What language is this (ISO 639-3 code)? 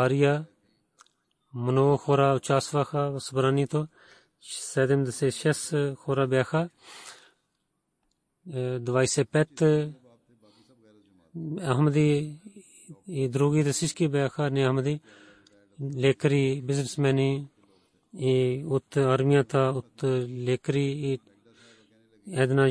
bul